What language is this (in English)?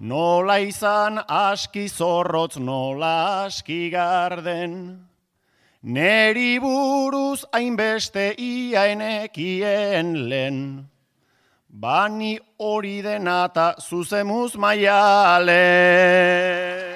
Basque